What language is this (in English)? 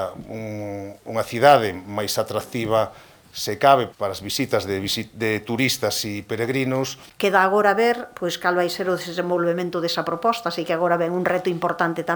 Galician